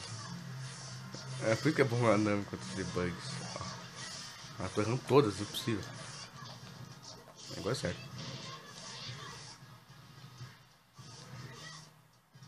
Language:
Portuguese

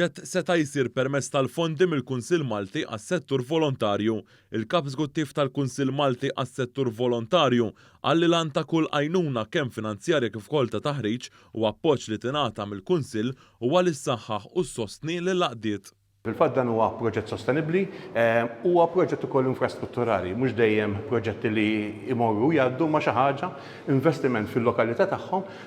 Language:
Maltese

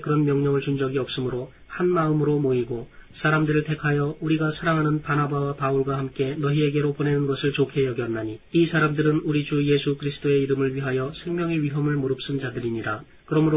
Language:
Korean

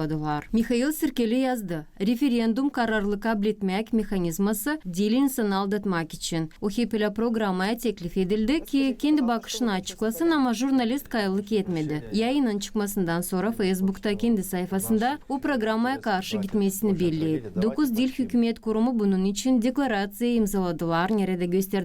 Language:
Gagauz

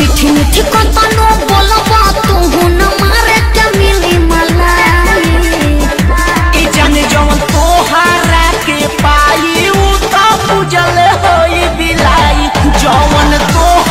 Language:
Bhojpuri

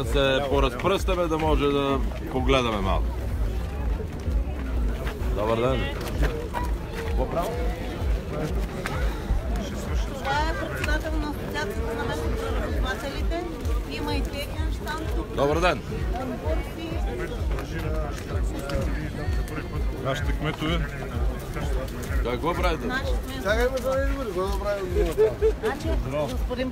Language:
Bulgarian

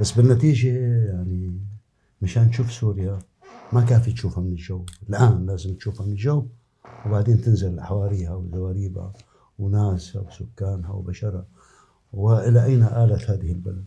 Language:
North Levantine Arabic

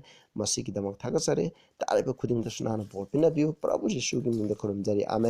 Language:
Manipuri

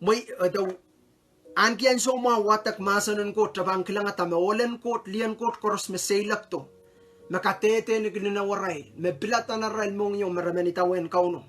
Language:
Pohnpeian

